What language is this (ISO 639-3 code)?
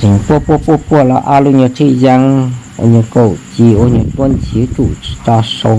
hmn